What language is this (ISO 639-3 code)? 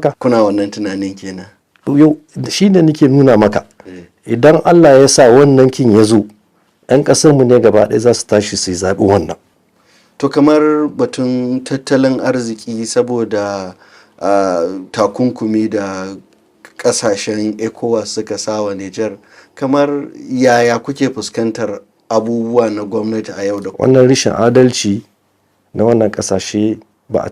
hau